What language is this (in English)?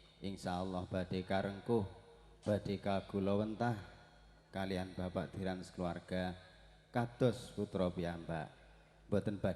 Javanese